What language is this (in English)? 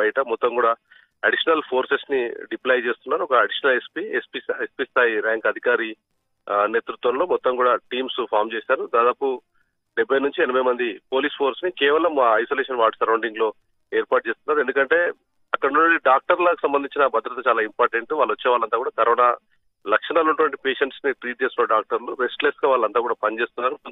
Telugu